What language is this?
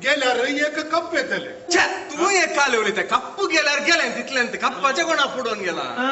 Konkani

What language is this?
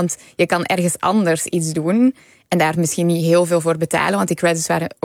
Dutch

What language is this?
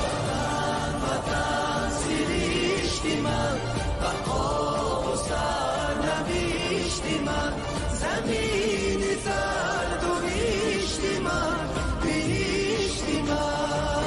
Tajik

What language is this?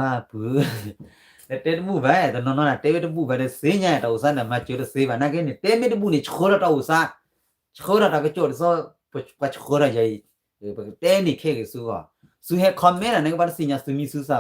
S'gaw Karen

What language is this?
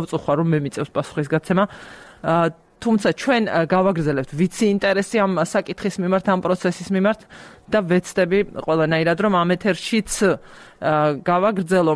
Georgian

